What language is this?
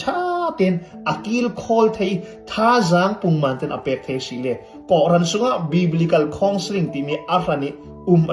Falam Chin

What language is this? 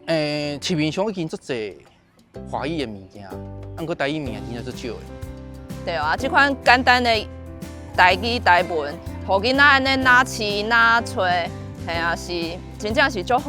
Min Nan Chinese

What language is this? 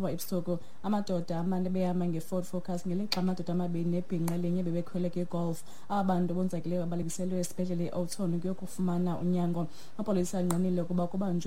Xhosa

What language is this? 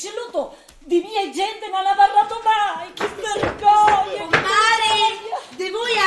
Sicilian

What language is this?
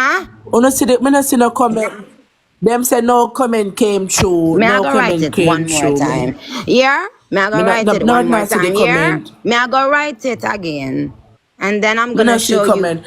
Jamaican Creole English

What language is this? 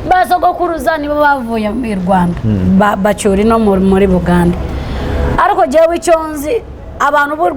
Kinyarwanda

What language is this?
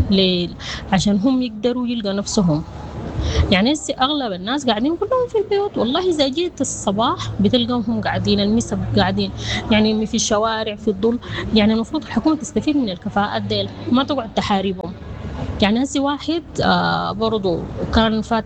Sudanese Arabic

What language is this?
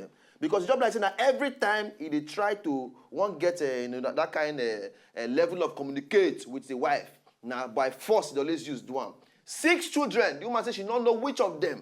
Nigerian Pidgin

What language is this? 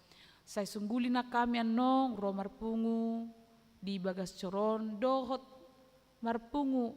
Batak Toba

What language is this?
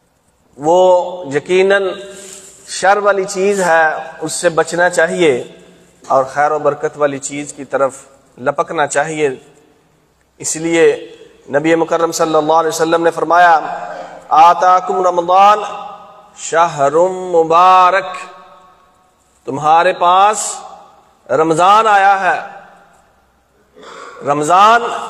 Urdu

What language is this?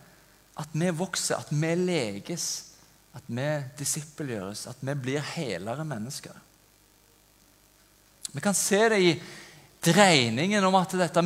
Norwegian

